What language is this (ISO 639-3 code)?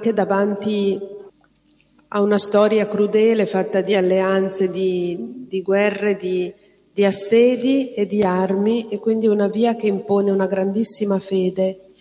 ita